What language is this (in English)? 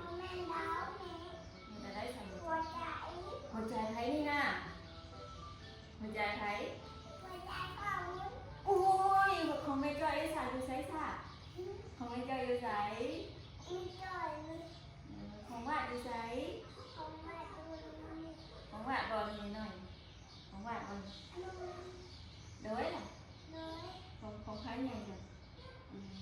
Northeastern Thai